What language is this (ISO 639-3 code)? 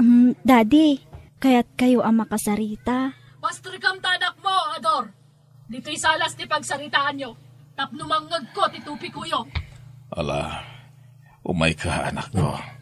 ilo